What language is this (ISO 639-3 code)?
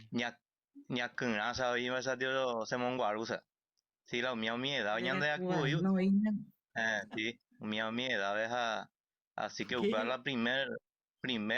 grn